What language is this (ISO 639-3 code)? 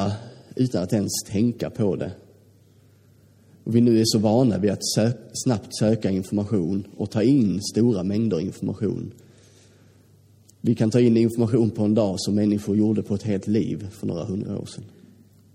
swe